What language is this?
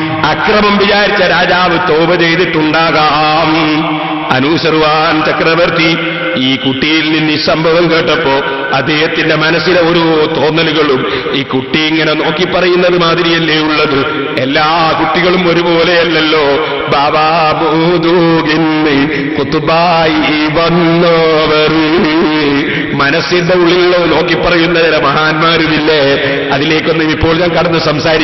Malayalam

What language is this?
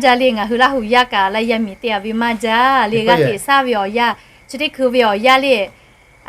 Lahu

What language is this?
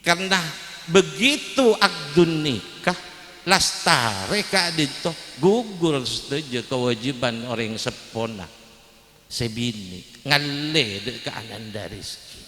Madurese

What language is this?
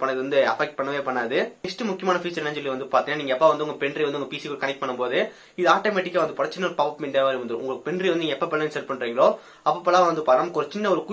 Tamil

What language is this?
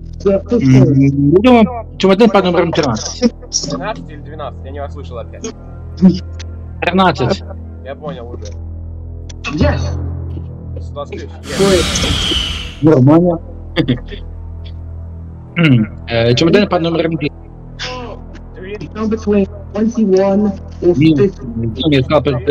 Russian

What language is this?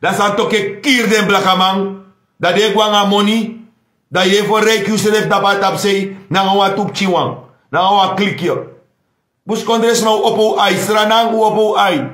Sranan Tongo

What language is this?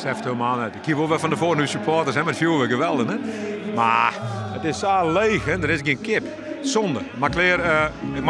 Western Frisian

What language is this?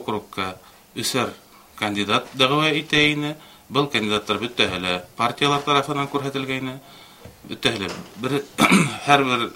Bashkir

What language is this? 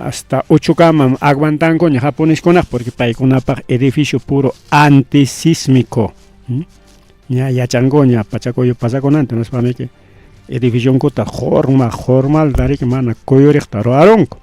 Ayacucho Quechua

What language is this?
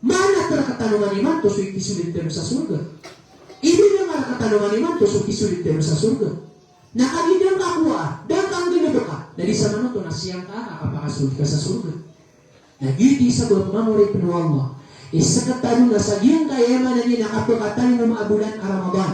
Maranao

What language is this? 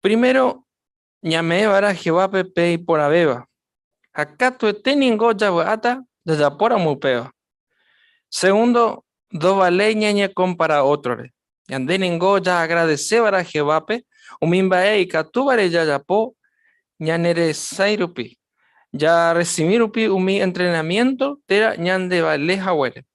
Guarani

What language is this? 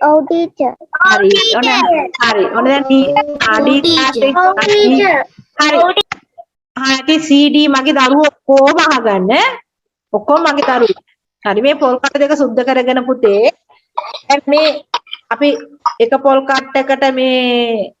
Sinhala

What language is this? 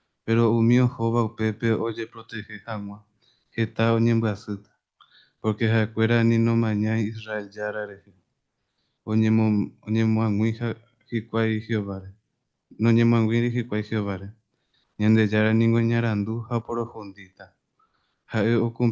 Guarani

